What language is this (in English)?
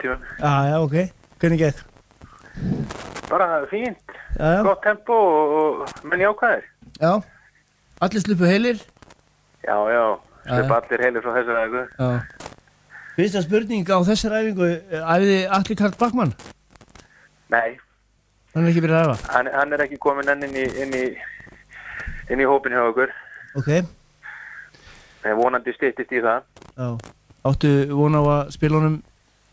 Icelandic